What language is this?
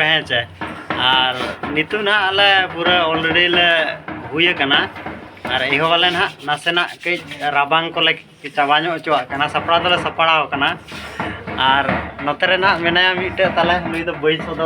Santali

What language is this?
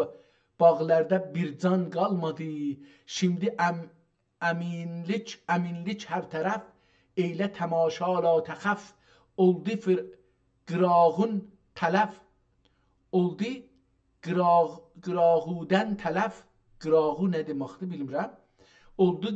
South Azerbaijani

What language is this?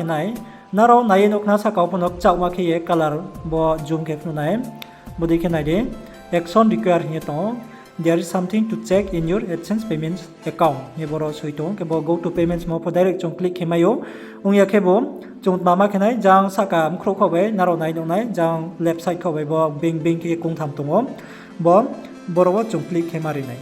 Riang (India)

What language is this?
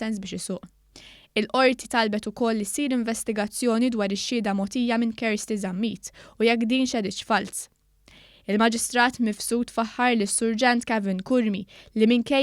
Maltese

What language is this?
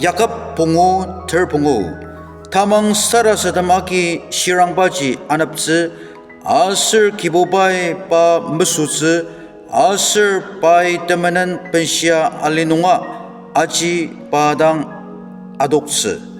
Ao Naga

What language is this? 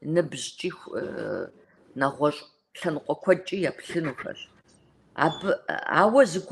Kabardian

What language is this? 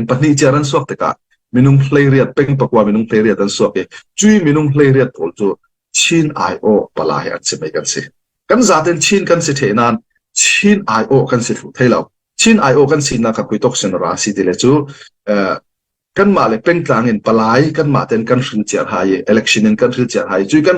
Falam Chin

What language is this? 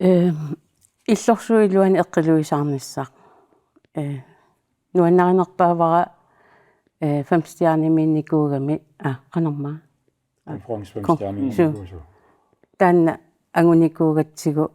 Kalaallisut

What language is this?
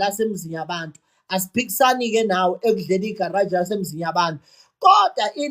Zulu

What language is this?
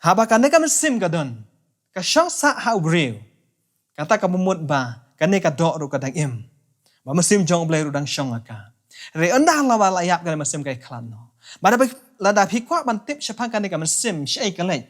Khasi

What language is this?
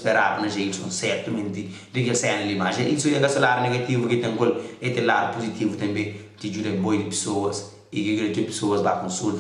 Kabuverdianu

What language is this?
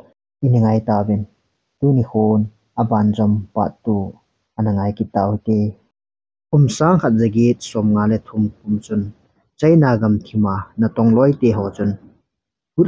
Thado Chin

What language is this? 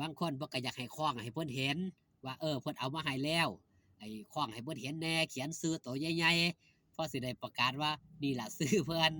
Northeastern Thai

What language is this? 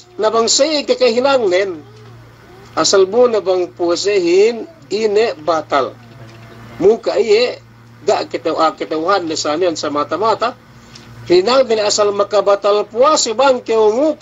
Yakan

